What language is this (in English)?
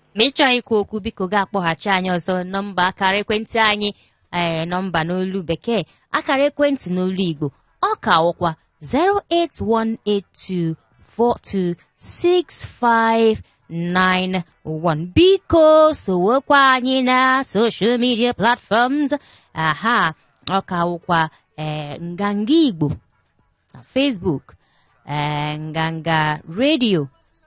Igbo